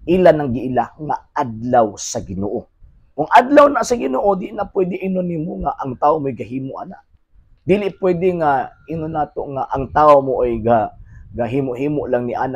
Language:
Cebuano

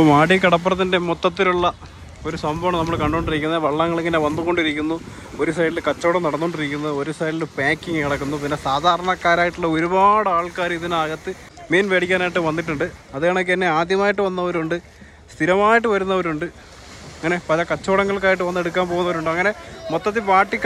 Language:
Malayalam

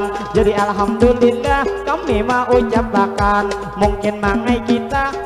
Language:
Banjar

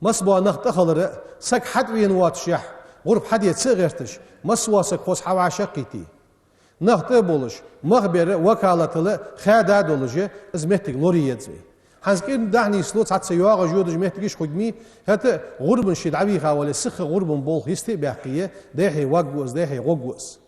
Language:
Ingush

